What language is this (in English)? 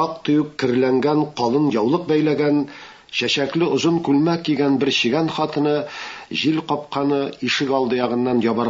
Tatar